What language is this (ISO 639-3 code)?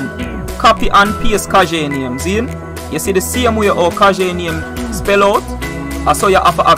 jam